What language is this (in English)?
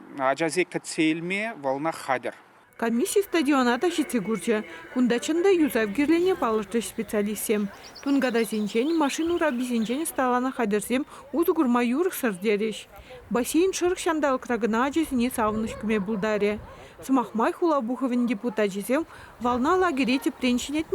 Chuvash